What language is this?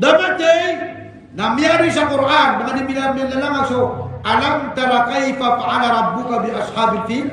Maranao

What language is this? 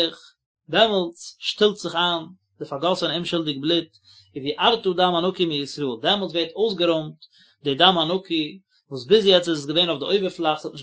Yiddish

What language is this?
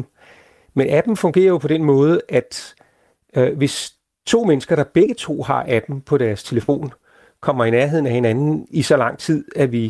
Danish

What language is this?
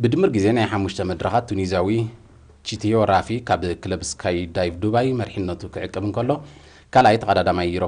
Tigrinya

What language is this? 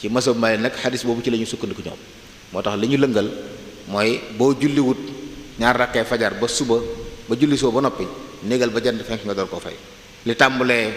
Wolof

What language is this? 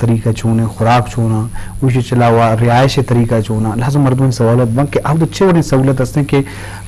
Eastern Balochi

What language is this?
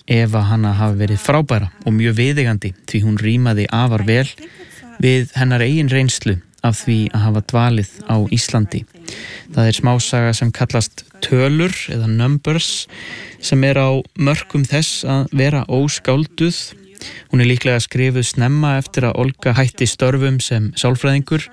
Icelandic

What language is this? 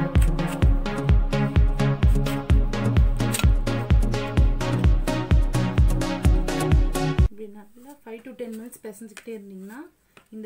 Tamil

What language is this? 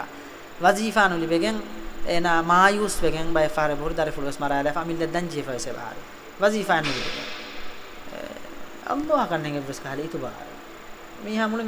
Divehi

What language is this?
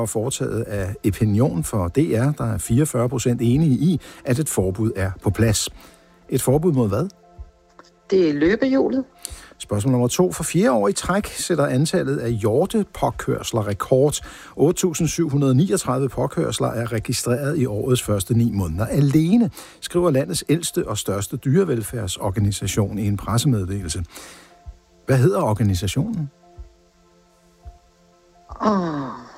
Danish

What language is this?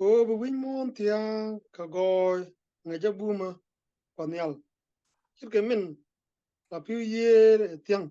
Nuer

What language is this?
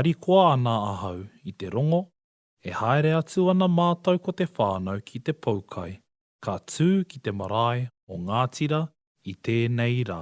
Māori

